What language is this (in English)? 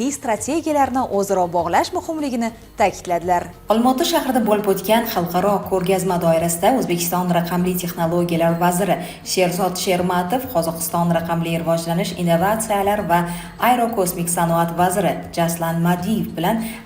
Uzbek